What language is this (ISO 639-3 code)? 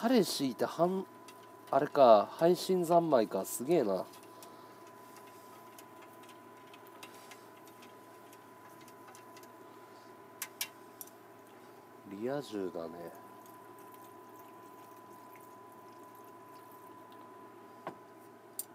jpn